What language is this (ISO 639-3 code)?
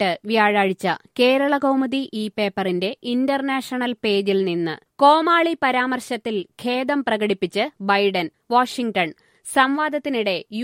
mal